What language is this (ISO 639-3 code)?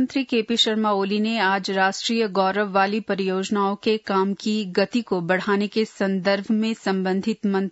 hin